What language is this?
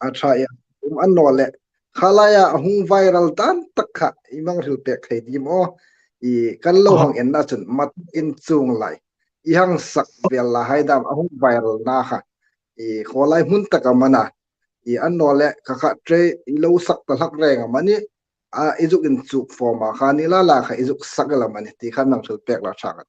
Hmar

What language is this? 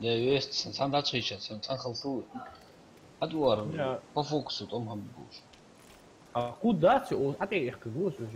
Ingush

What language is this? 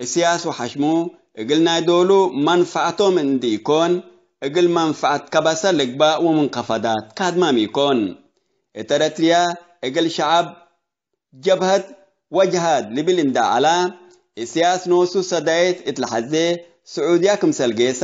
Tigre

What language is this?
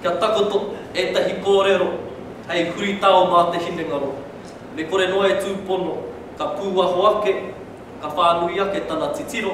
Māori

